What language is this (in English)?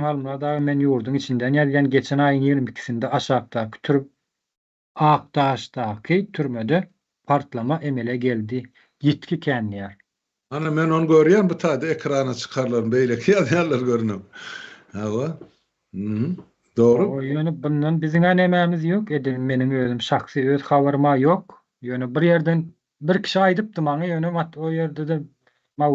Turkmen